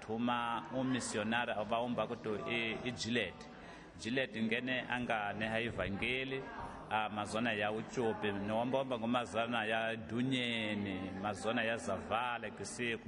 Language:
Tsonga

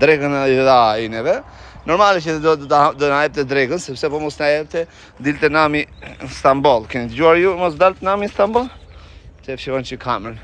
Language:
Albanian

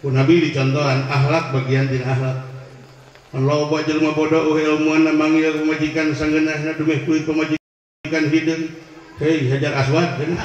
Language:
Sundanese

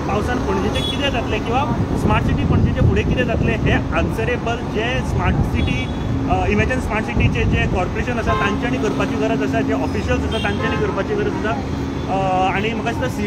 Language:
Konkani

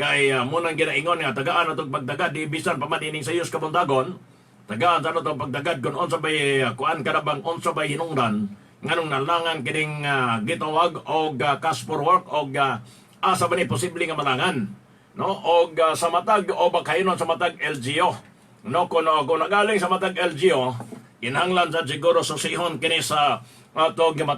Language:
Cebuano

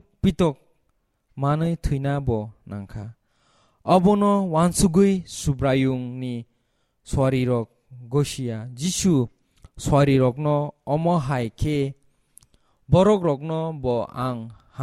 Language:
Kok Borok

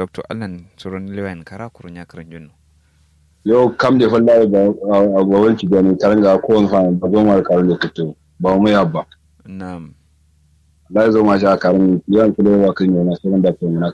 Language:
Kanuri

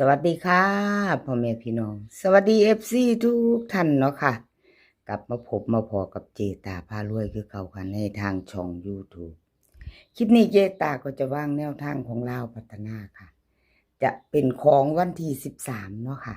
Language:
Northeastern Thai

